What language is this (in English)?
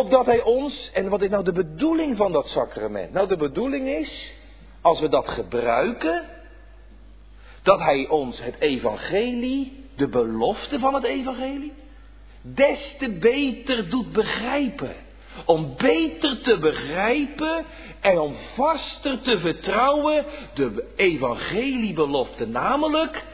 Dutch